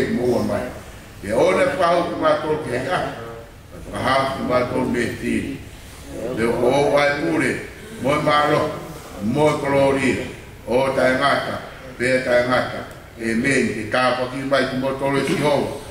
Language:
Tongan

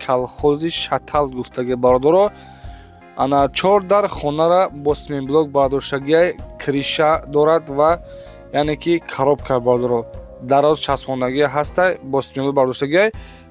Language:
Tajik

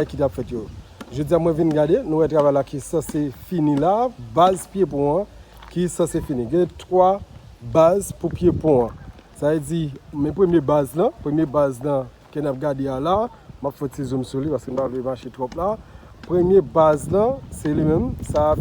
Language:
Haitian Creole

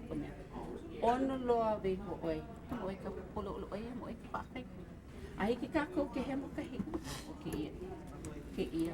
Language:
Hawaiian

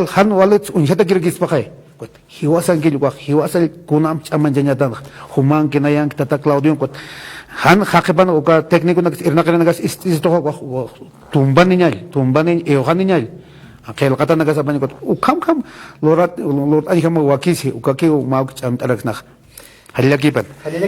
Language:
Aymara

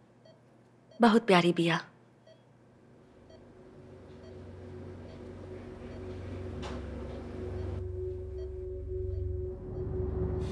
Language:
Bhojpuri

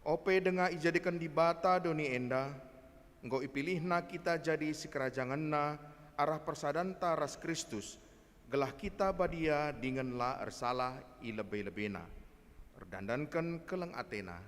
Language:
Batak Karo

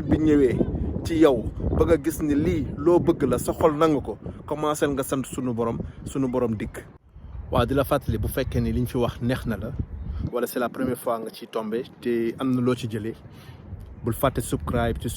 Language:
Wolof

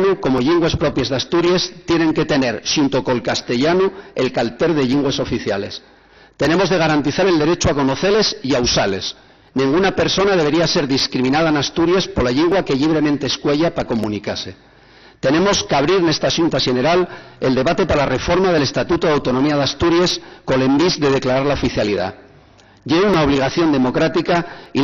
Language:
Asturian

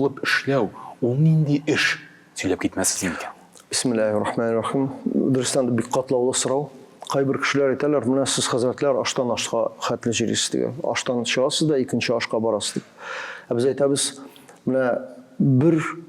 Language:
Tatar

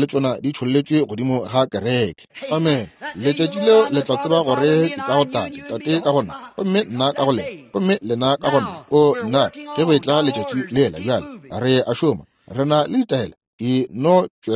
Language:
Northern Sotho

